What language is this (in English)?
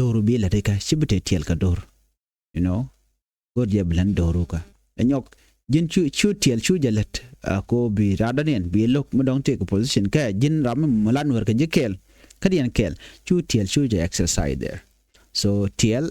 Nuer